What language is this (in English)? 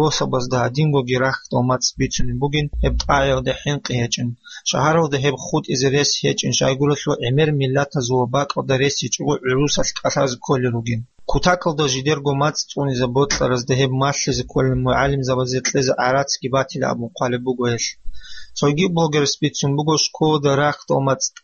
Avaric